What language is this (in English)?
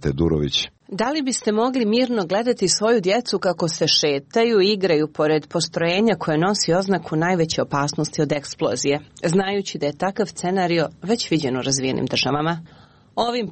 Serbian